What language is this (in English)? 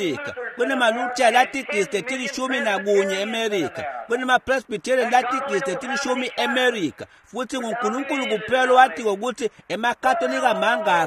Swati